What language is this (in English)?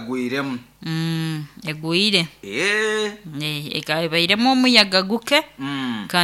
Nyoro